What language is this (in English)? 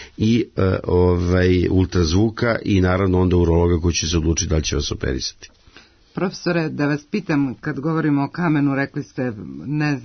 Serbian